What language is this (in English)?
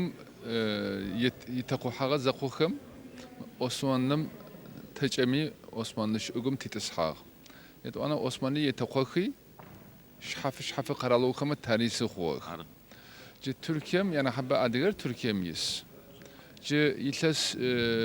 Adyghe